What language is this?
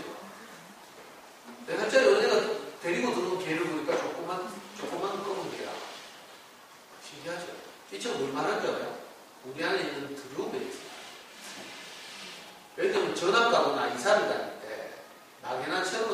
Korean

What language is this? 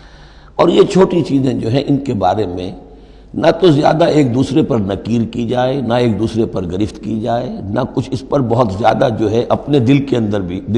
Urdu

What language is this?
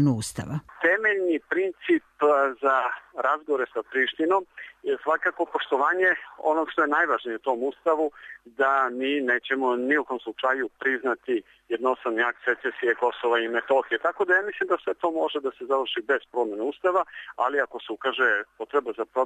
Serbian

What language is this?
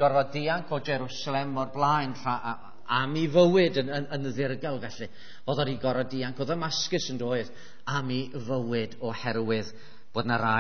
Welsh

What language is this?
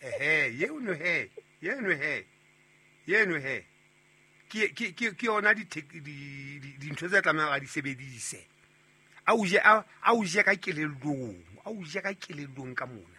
Southern Sotho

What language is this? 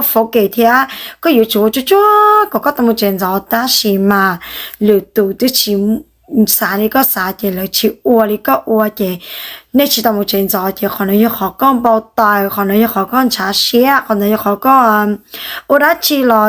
Hmong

